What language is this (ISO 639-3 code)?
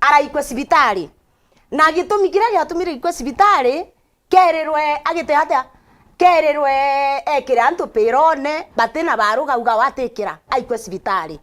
mer